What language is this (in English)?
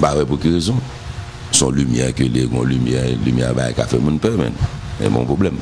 Haitian Creole